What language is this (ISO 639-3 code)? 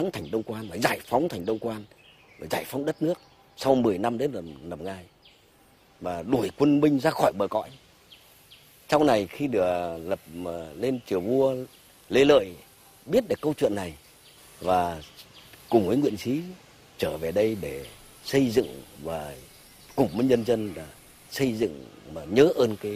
vie